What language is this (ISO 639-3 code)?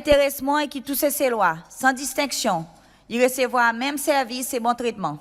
crs